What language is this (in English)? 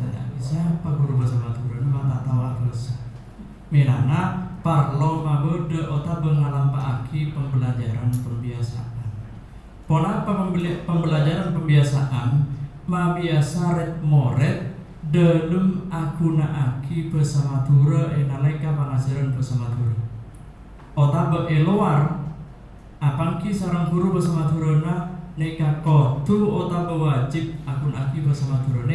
Madurese